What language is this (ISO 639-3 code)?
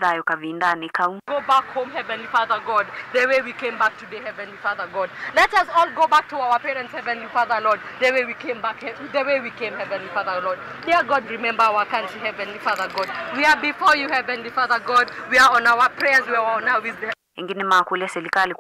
kam